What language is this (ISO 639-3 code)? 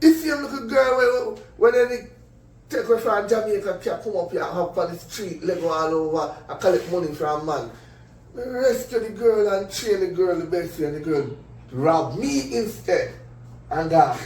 jam